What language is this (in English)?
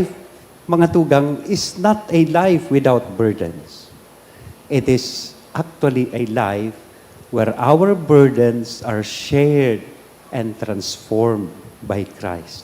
Bikol